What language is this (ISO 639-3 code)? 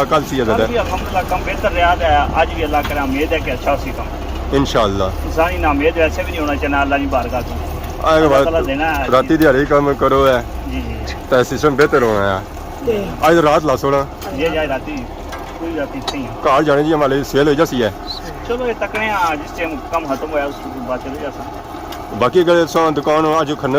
phr